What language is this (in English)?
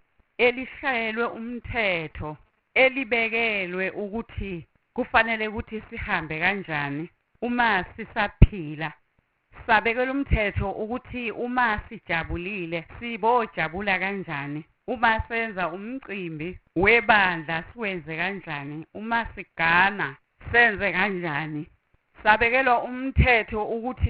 Zulu